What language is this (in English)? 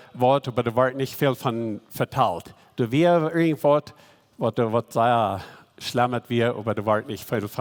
Plautdietsch